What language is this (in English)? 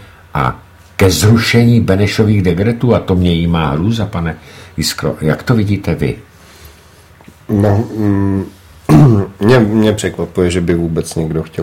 Czech